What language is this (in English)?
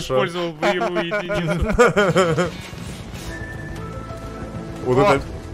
Russian